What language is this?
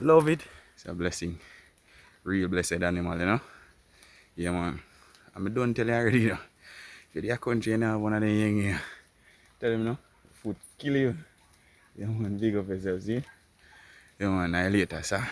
Jamaican Creole English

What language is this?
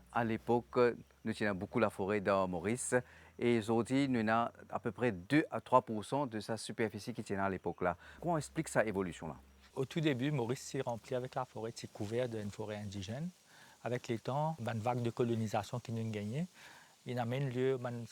Morisyen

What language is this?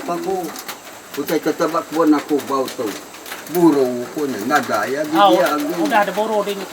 Iban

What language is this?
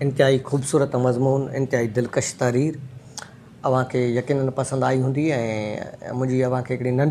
Sindhi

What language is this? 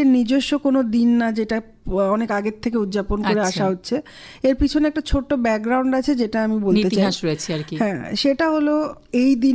Bangla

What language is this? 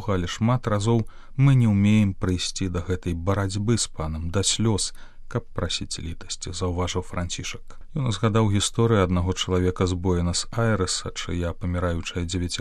Belarusian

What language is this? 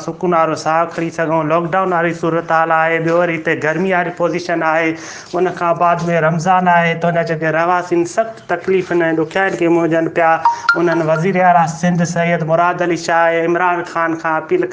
Sindhi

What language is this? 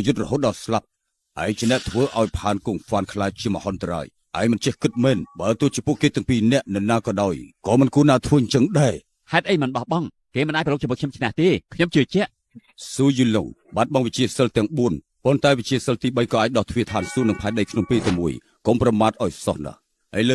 Khmer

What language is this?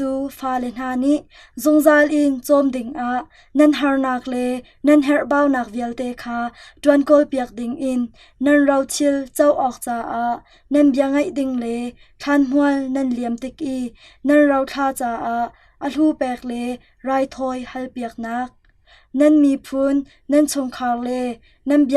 Hakha Chin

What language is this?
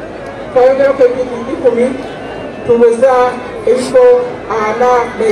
Soga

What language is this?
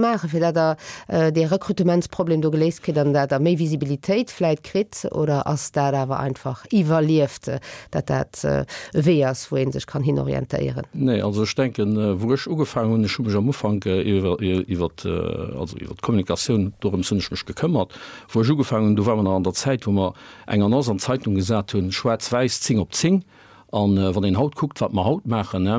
Luxembourgish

